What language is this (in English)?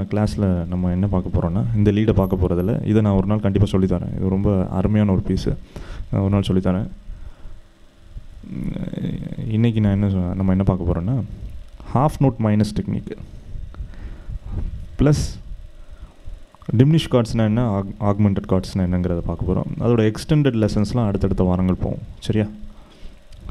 Tamil